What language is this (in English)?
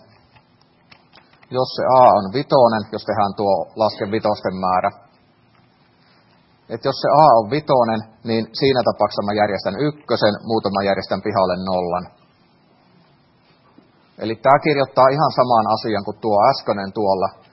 Finnish